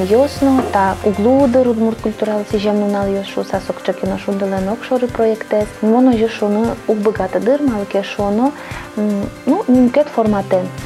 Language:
Udmurt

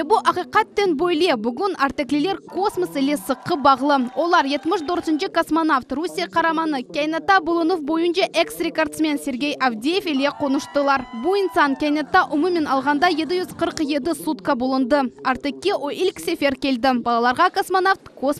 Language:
Crimean Tatar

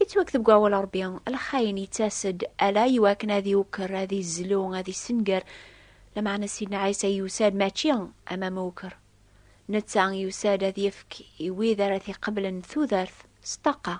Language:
Kabyle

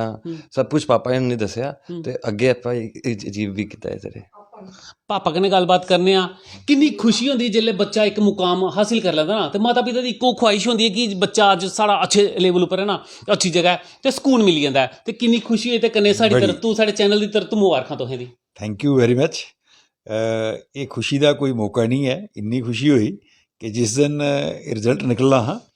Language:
Dogri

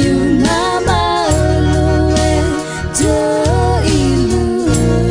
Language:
Akha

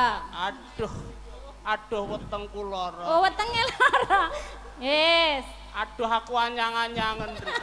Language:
Javanese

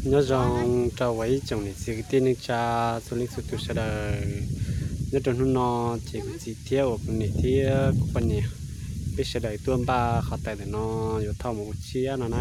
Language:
Hmong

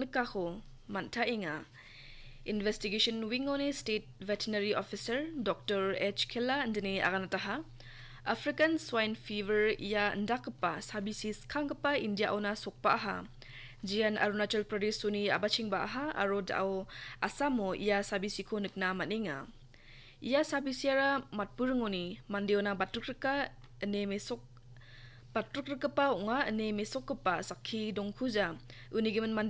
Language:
Garo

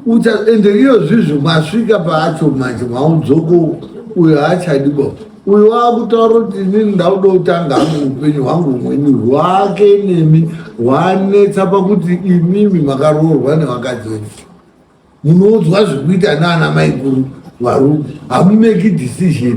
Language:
Shona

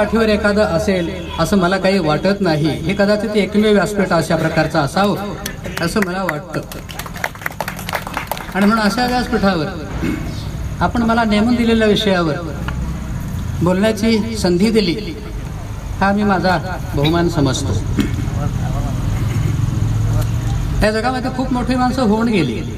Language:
Marathi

